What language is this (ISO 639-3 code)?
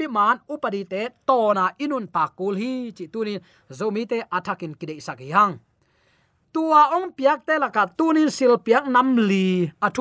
ctd